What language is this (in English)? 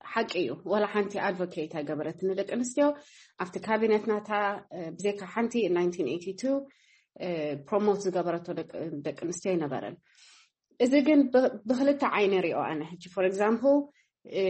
Tigrinya